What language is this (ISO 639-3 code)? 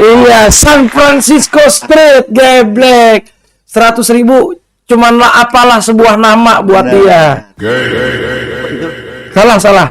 bew